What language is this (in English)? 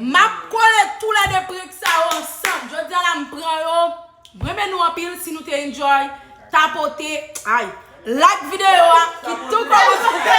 Haitian Creole